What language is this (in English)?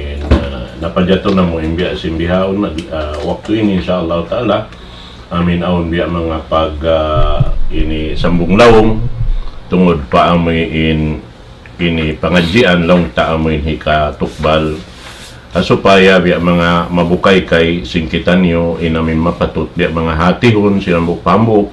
Tausug